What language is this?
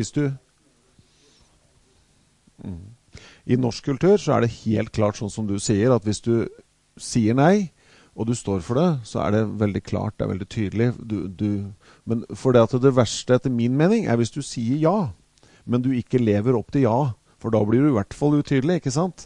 Norwegian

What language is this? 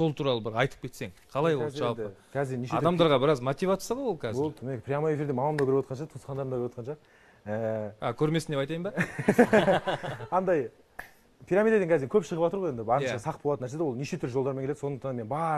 Kazakh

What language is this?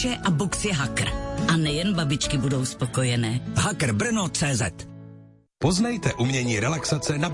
Czech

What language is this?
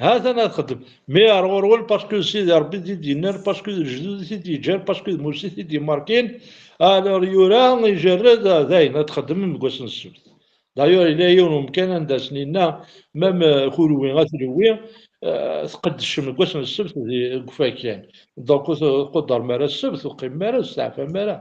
Kabyle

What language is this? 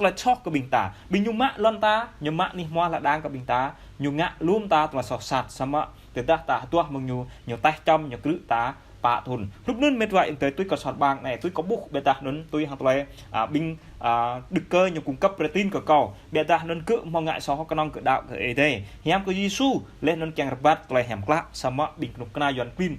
Jarai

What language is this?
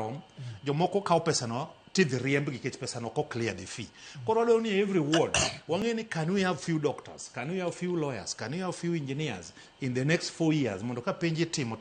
Luo (Kenya and Tanzania)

